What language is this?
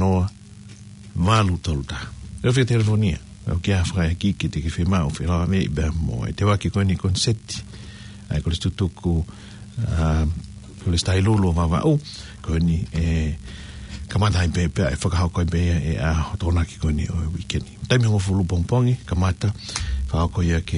Tongan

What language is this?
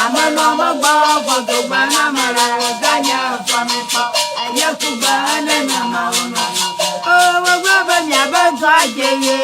Ewe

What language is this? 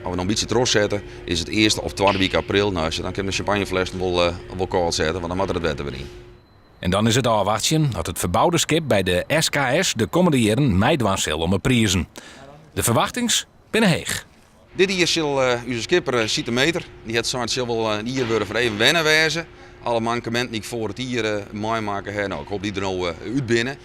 Western Frisian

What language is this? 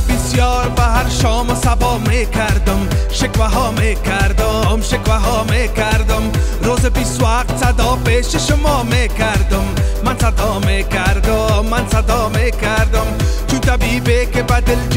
Persian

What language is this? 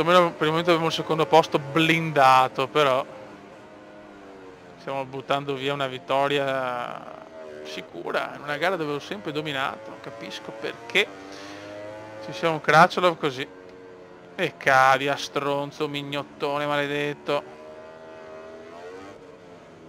Italian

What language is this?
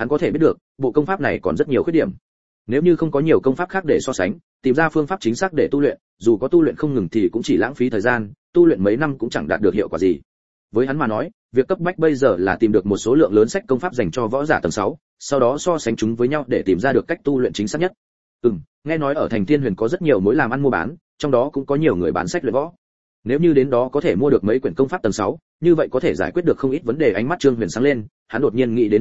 Vietnamese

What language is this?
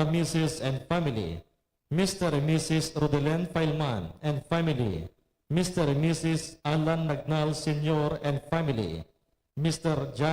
Hiligaynon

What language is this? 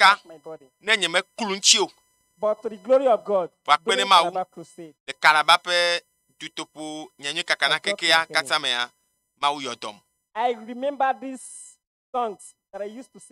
Ewe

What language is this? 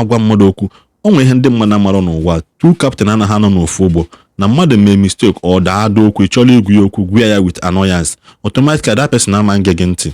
Igbo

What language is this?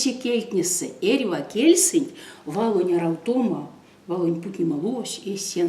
Erzya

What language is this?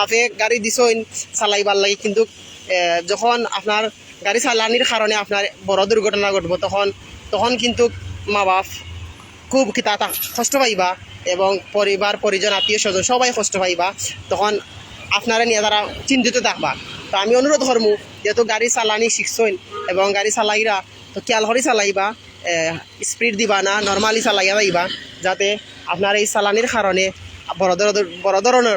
Sylheti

